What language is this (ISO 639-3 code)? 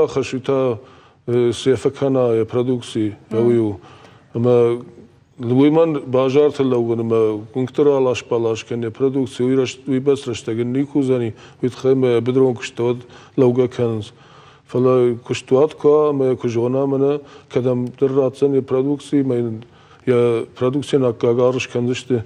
oss